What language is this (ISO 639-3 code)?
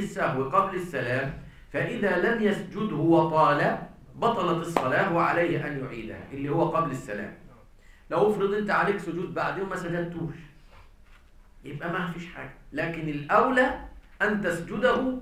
arz